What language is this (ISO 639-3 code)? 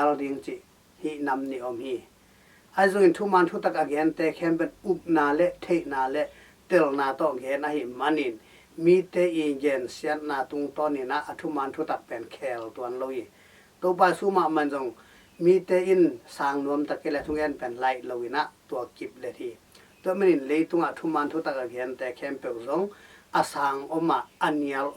ctd